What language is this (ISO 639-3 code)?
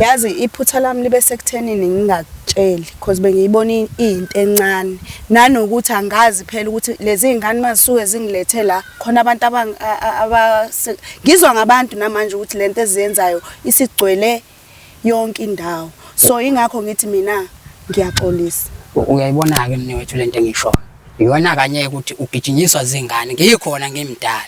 zul